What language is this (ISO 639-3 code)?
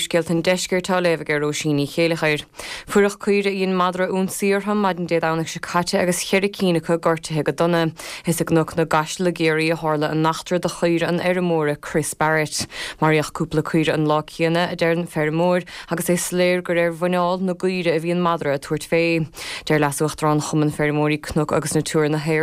gle